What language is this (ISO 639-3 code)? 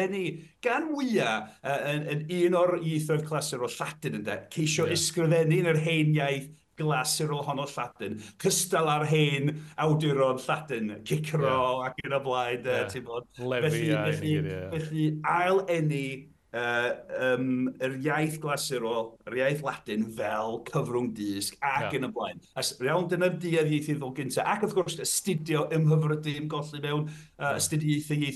cym